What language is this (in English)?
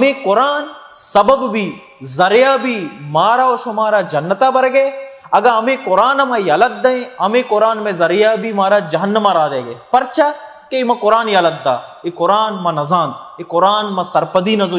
Baluchi